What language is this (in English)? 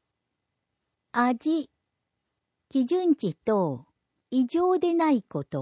Japanese